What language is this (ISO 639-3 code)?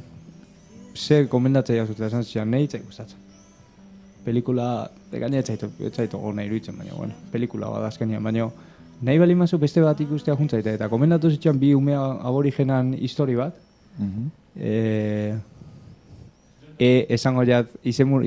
eus